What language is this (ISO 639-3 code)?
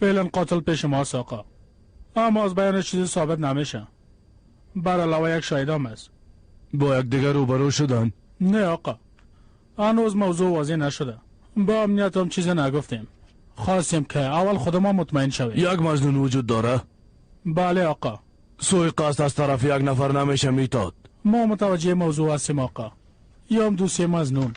fas